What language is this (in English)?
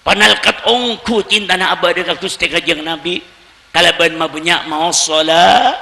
Madurese